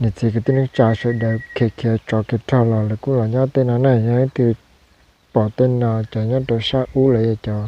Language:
Hmong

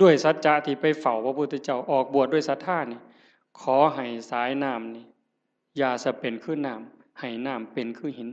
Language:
Northeastern Thai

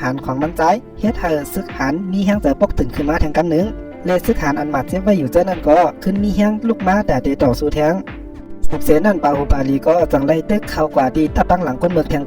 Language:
Shan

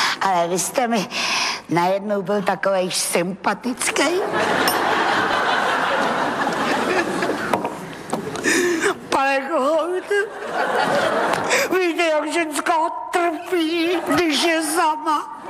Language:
Czech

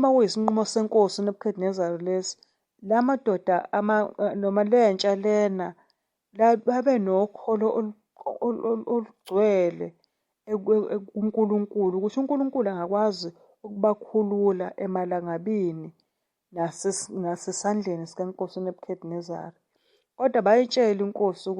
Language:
Zulu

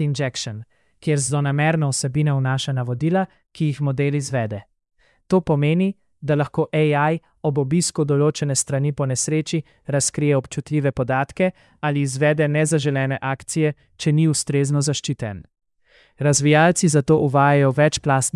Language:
Slovenian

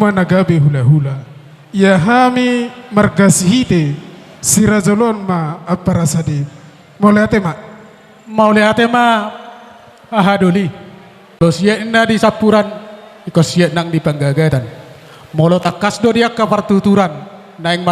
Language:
Batak Toba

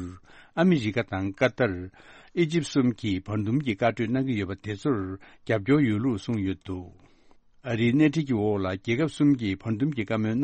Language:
Tibetan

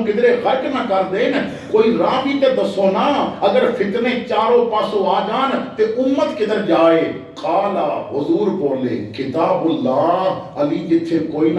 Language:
Western Panjabi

